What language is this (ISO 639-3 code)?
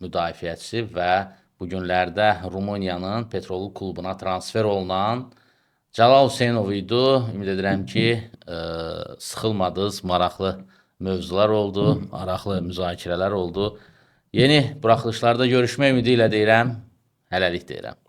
aze